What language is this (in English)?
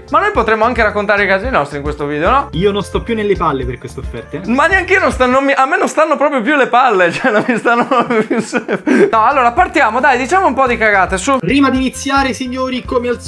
Italian